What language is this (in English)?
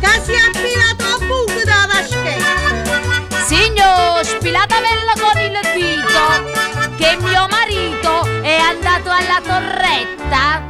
Neapolitan